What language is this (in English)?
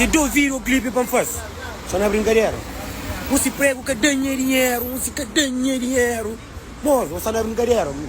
Kabuverdianu